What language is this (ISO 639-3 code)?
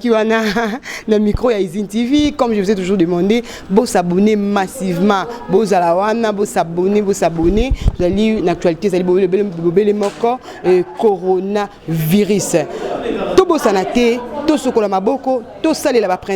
lin